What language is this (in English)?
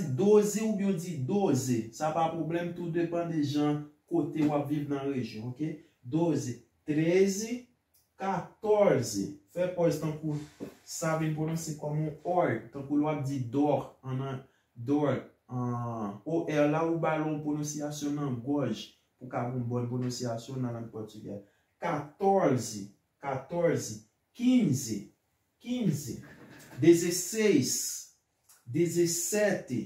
Haitian Creole